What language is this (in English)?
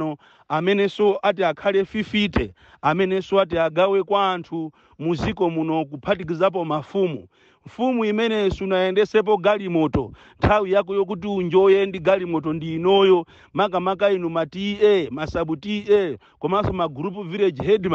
Nyanja